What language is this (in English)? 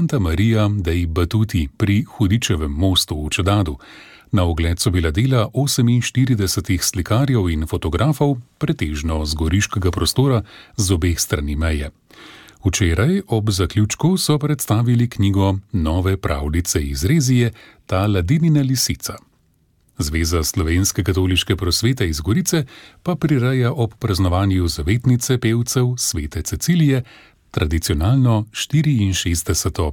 Slovenian